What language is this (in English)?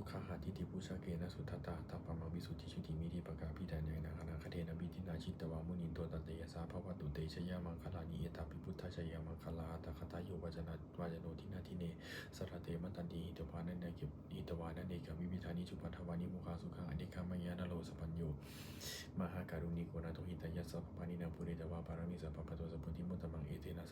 Pali